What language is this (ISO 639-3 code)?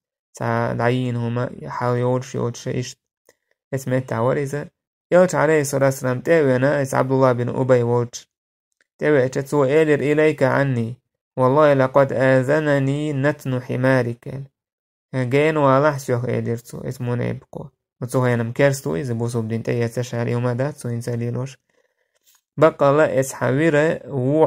che